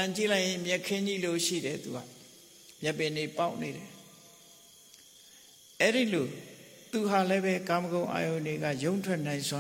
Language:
Burmese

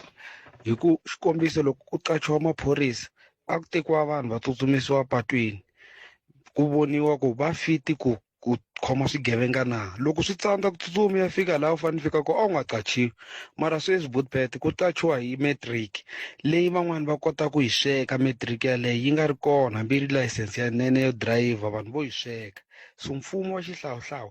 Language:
Tsonga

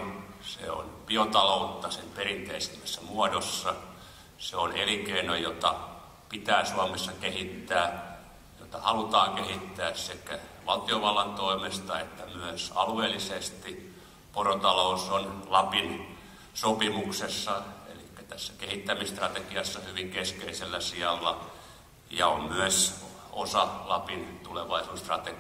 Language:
Finnish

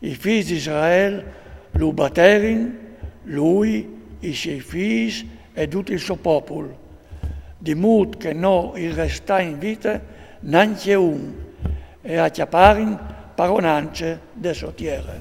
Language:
Friulian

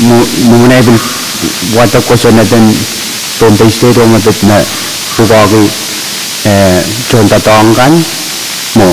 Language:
Pohnpeian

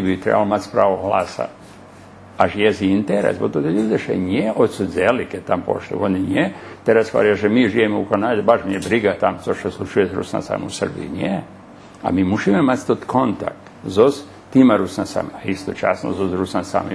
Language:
Rusyn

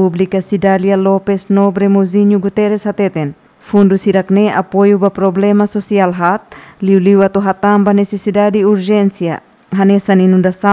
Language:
Tetum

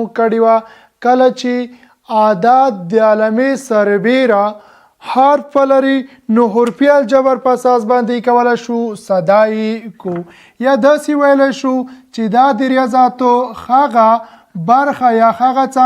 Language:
Pashto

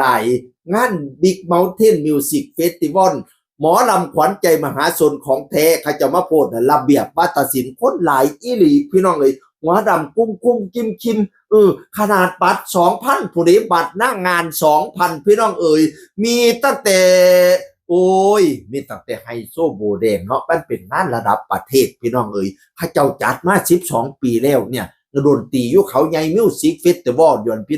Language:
Northeastern Thai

